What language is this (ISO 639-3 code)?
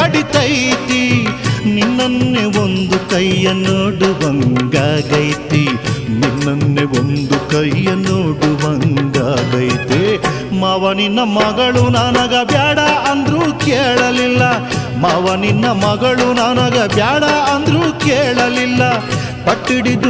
kan